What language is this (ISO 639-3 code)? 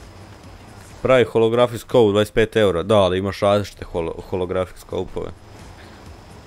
hrv